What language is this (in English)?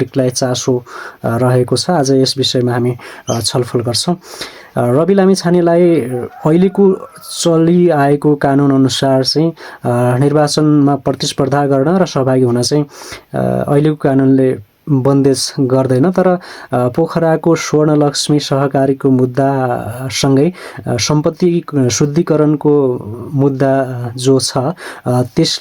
Nepali